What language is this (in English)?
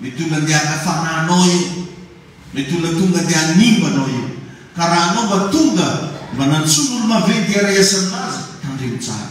Malagasy